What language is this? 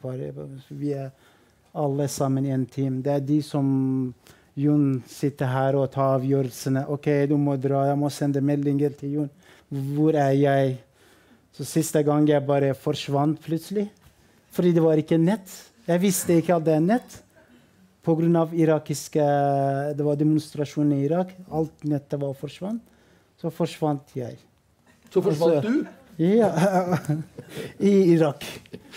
Norwegian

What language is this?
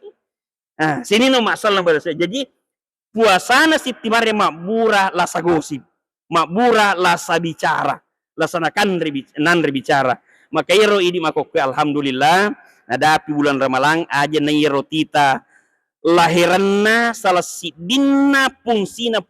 Buginese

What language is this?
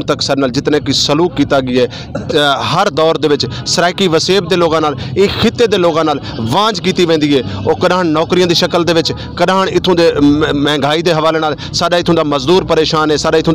Saraiki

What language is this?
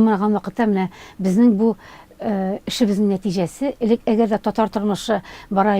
Tatar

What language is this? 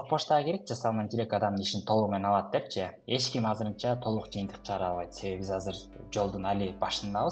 Kyrgyz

